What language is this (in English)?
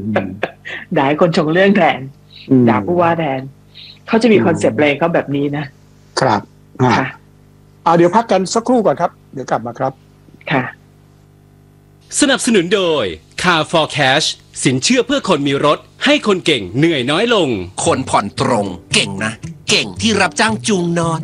Thai